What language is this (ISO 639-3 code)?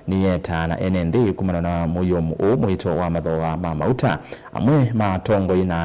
kam